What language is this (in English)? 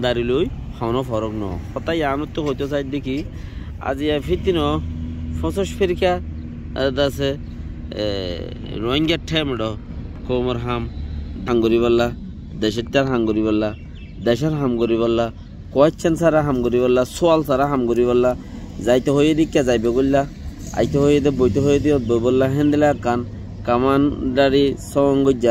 Rohingya